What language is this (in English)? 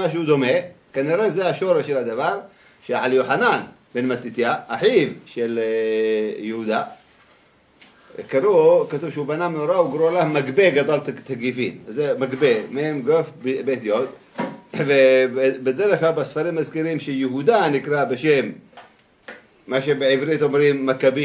Hebrew